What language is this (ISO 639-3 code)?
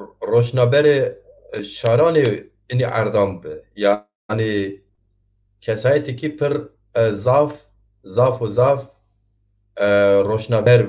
zza